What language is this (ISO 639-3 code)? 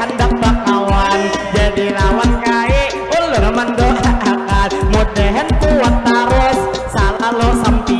bjn